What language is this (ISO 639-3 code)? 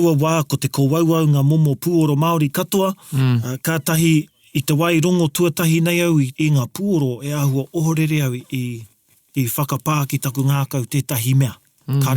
mri